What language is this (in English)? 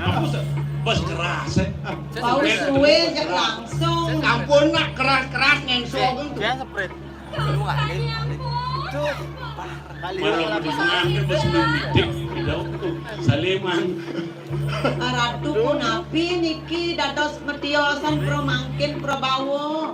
Balinese